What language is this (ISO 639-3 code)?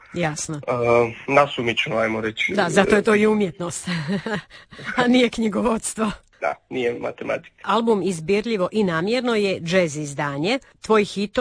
hrv